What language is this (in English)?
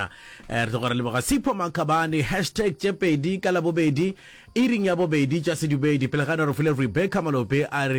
Northern Sotho